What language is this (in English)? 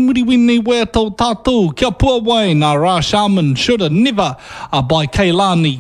Māori